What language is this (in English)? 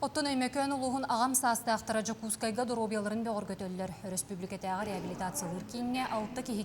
Yakut